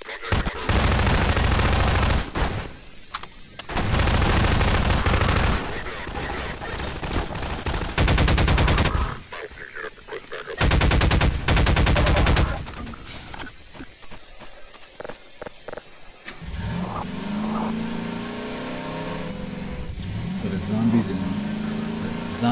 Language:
English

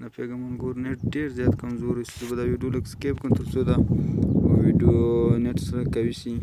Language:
Pashto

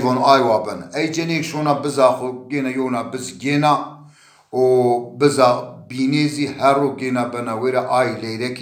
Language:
Zaza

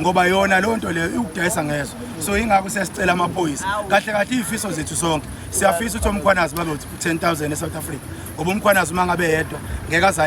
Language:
Zulu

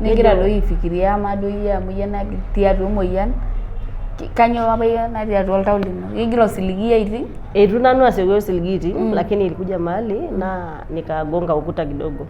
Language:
Masai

